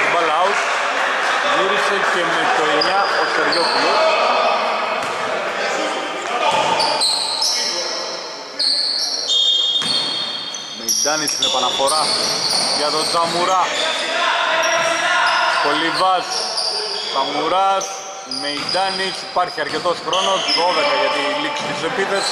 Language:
Greek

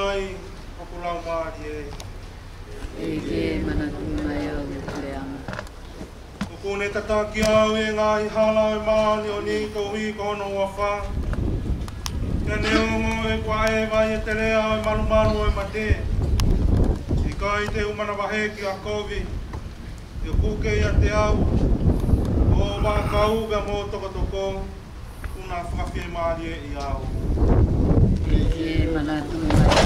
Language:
Tongan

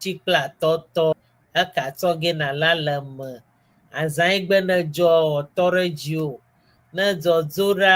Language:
Ewe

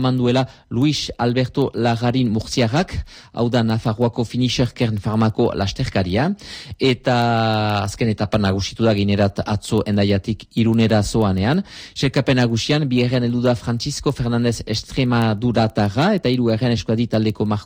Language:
Basque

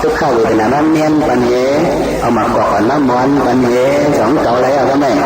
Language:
Shan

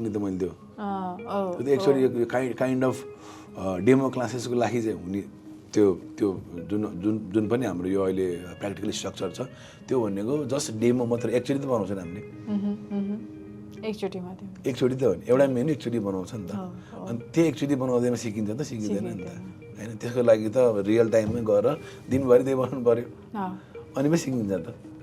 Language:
Nepali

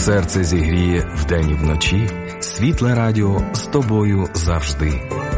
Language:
Ukrainian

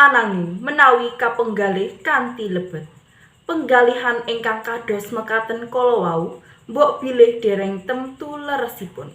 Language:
Javanese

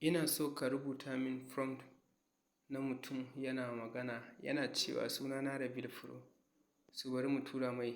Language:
Hausa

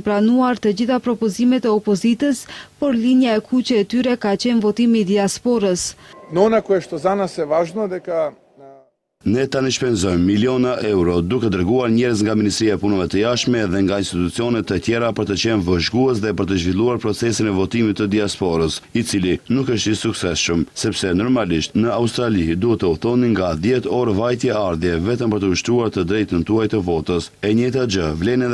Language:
Albanian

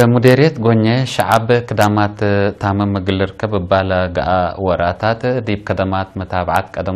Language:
Tigre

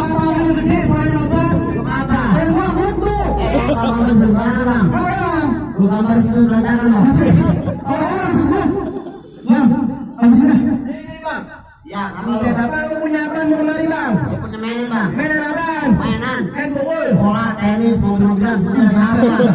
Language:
Betawi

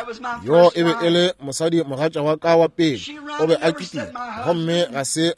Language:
Northern Sotho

